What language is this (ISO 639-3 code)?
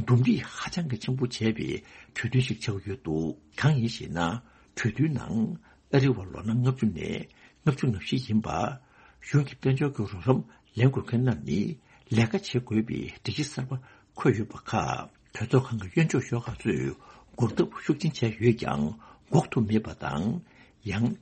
bod